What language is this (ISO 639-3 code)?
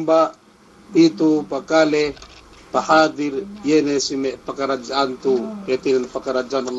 yka